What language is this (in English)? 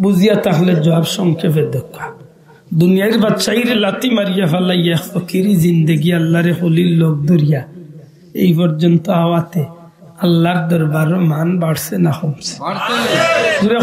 Sylheti